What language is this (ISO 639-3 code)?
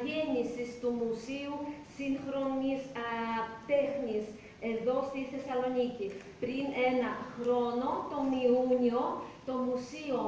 ell